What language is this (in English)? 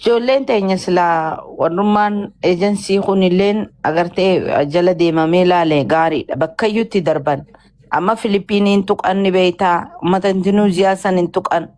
Oromo